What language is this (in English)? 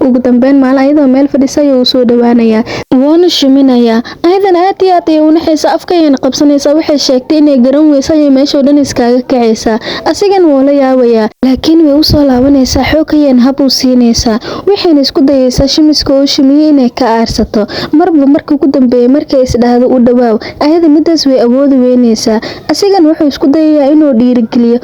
Somali